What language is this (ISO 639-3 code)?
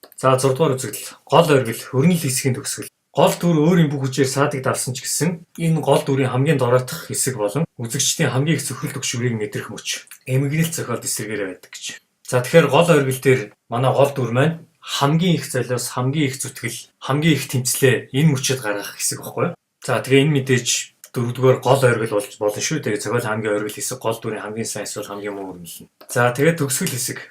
mon